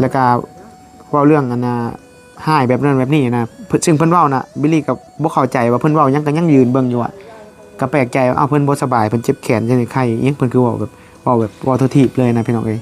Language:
Northeastern Thai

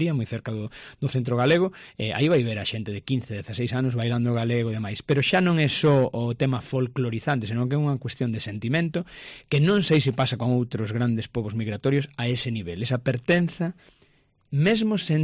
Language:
Galician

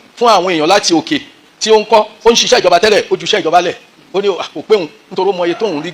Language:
Yoruba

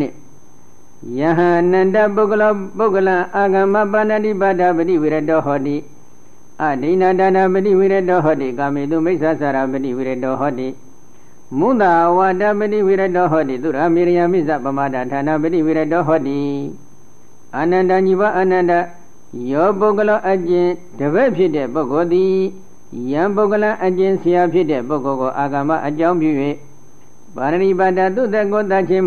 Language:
Burmese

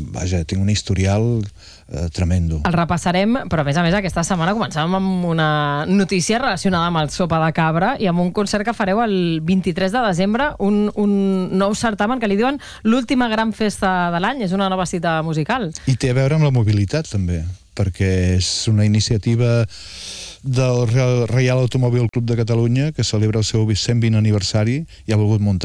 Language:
Catalan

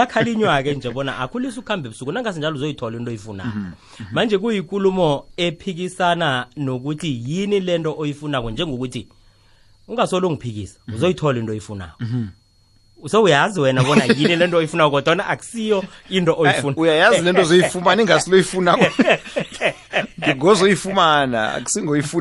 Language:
South Ndebele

